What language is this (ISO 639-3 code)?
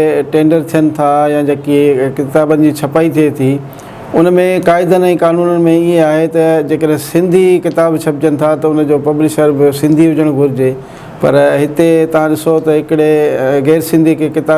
snd